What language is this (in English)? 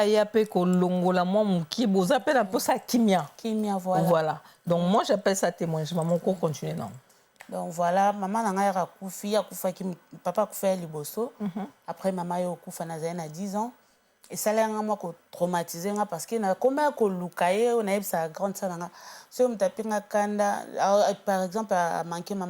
Lingala